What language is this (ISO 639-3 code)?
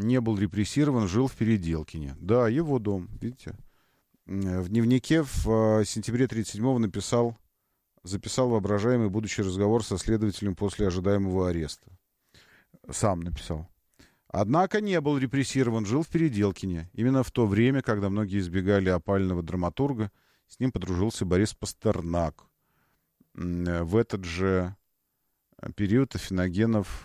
rus